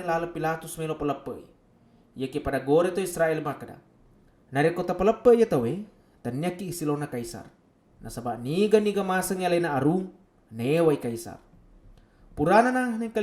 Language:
Buginese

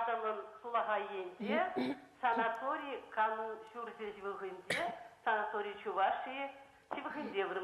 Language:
Chuvash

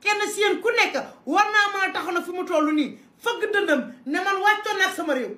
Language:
Wolof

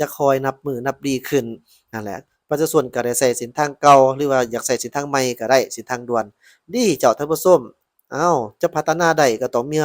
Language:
Lao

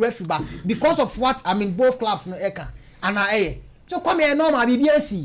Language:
Akan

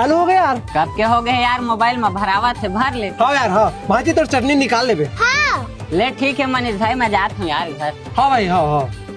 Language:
Chhattisgarhi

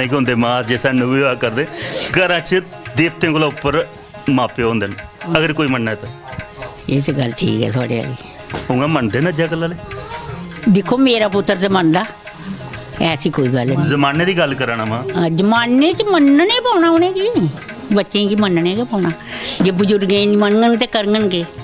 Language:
Dogri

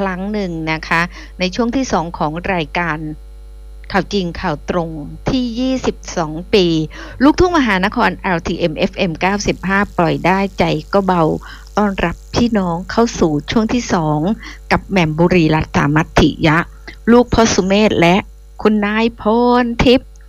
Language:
Thai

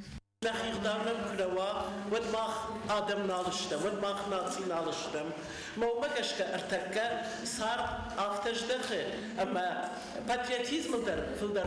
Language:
Ossetic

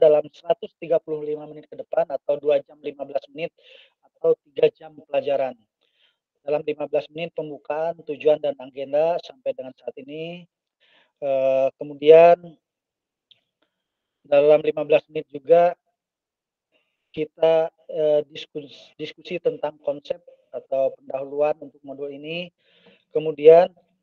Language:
Indonesian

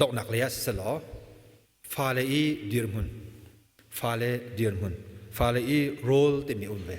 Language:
Hakha Chin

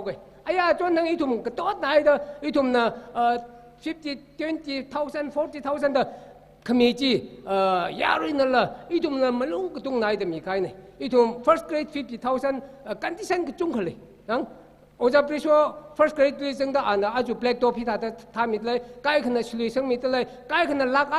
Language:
Tangkhul Naga (India)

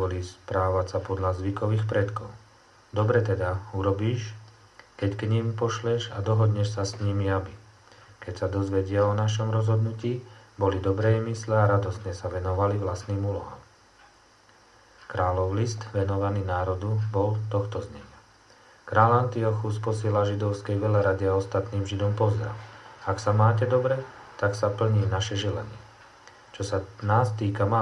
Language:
Slovak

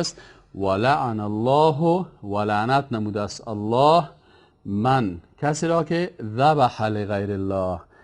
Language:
Persian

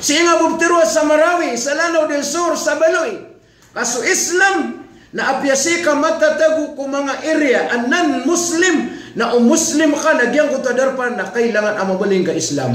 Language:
Maranao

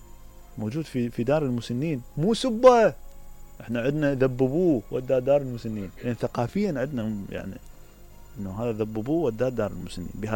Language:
Mesopotamian Arabic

